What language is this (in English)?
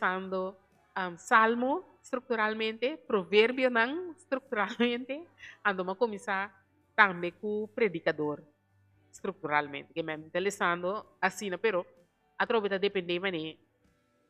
Papiamento